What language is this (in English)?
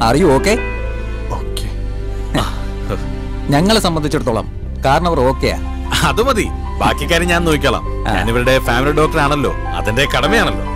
Malayalam